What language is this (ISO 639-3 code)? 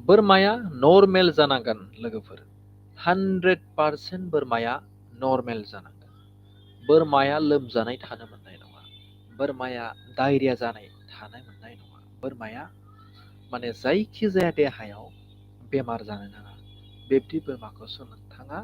brx